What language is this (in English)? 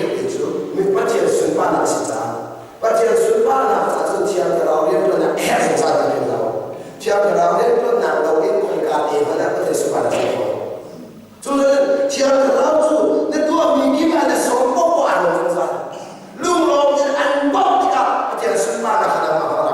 Hakha Chin